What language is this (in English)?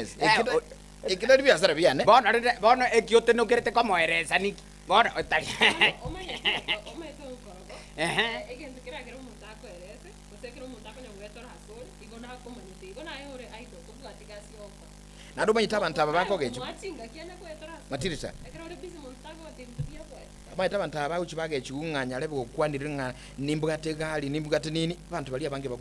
Gusii